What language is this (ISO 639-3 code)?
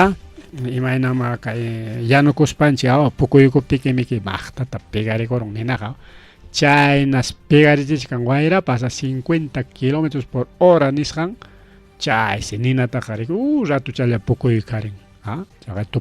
quy